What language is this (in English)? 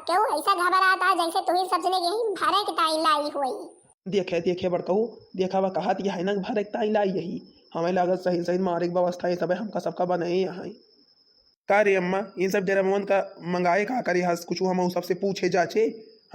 Awadhi